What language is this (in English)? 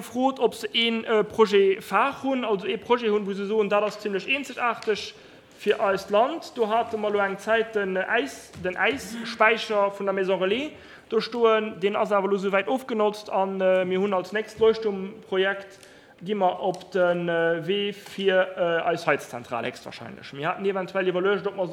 Luxembourgish